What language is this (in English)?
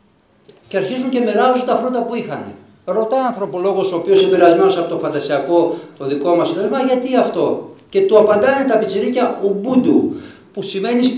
Greek